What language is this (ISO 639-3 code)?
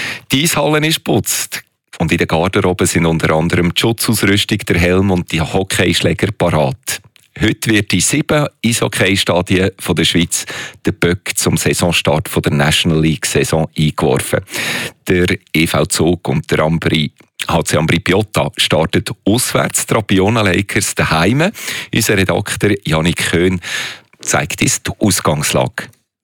deu